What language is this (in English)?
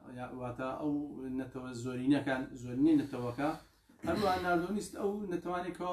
Central Kurdish